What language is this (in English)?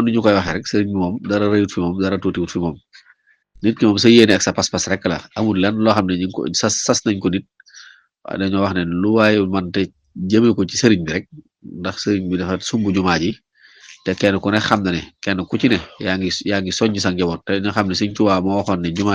Wolof